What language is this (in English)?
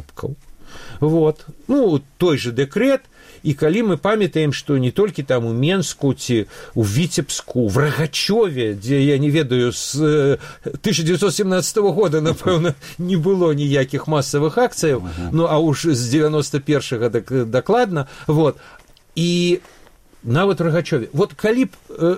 Belarusian